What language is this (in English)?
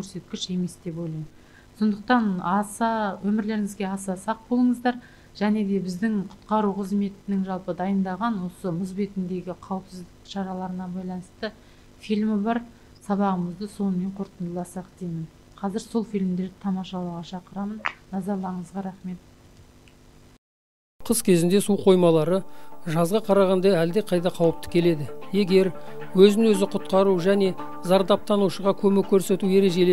Kazakh